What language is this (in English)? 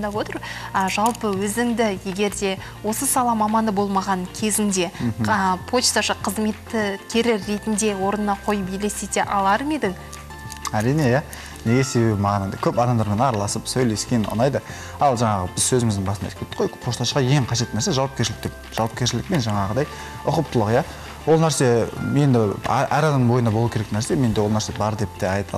Kazakh